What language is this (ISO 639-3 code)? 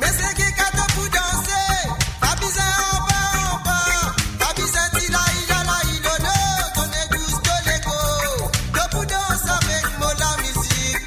mfe